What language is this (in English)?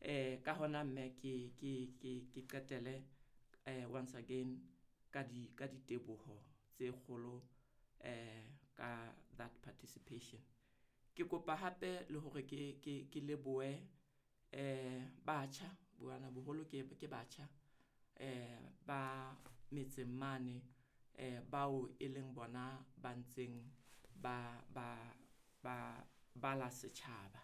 Southern Sotho